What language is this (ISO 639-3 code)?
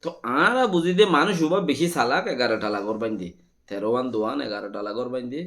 rhg